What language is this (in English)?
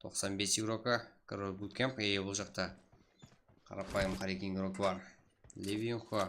Kara-Kalpak